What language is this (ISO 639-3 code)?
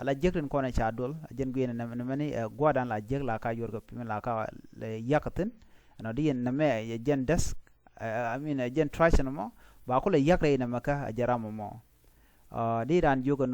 nus